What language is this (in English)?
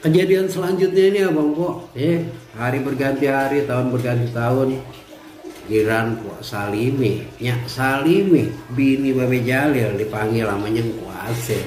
Betawi